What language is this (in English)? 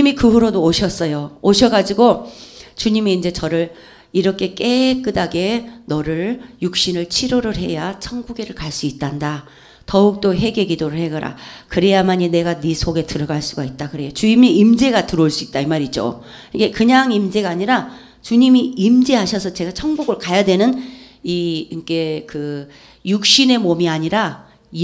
Korean